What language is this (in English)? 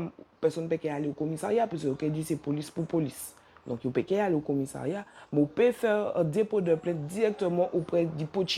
Guadeloupean Creole French